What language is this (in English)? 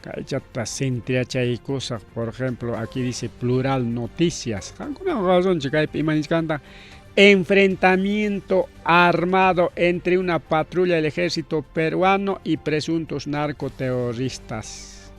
Ayacucho Quechua